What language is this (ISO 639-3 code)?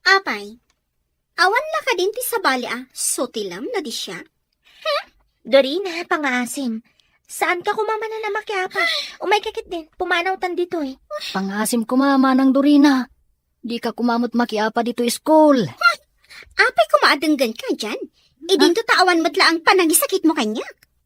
ilo